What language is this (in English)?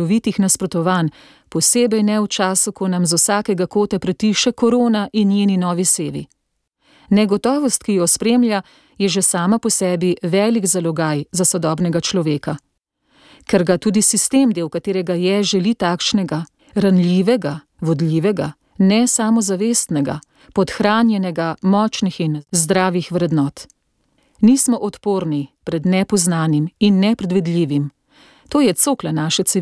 Slovenian